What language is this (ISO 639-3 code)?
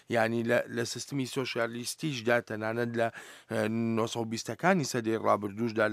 ckb